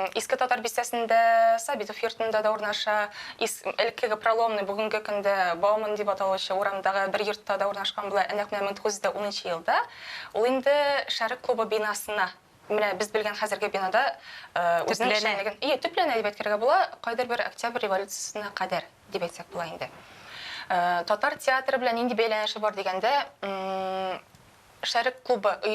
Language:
Tatar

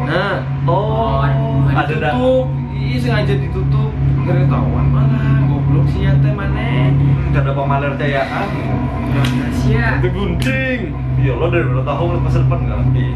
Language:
Banjar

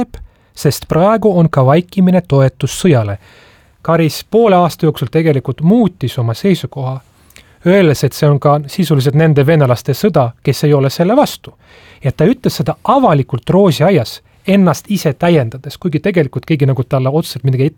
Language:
Estonian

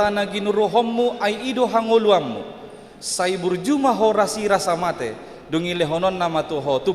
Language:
Batak Toba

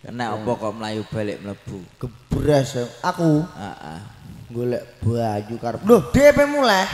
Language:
Javanese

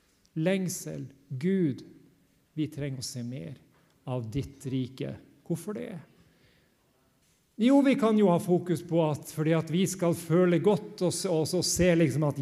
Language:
Norwegian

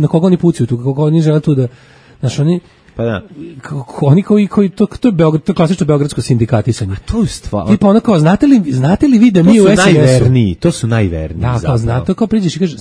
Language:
Serbian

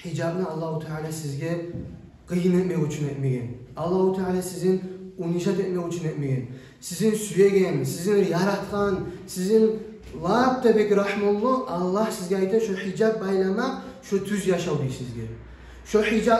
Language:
Kumyk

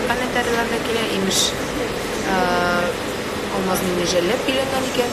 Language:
Tatar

